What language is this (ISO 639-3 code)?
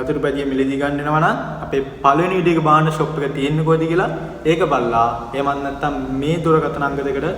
sin